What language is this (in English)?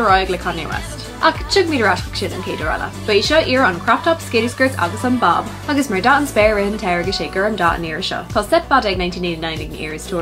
Irish